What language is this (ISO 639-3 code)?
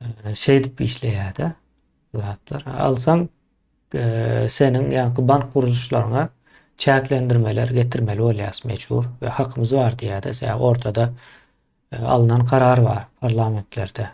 tuk